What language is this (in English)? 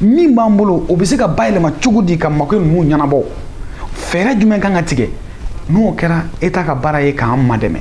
Bambara